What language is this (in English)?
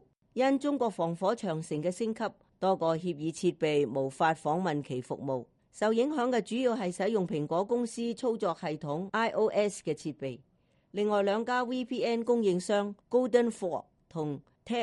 Cantonese